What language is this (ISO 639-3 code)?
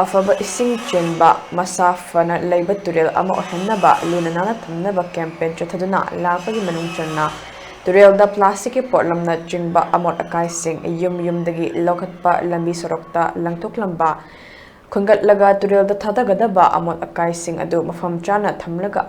mni